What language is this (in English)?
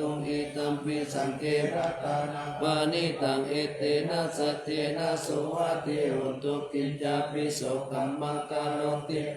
Pali